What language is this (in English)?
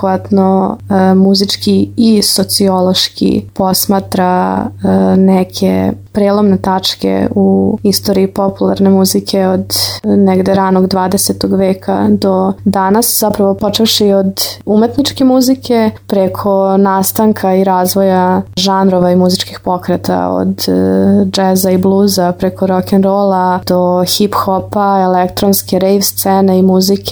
Serbian